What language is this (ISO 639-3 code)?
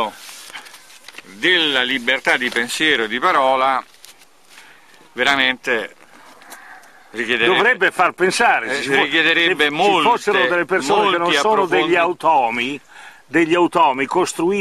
ita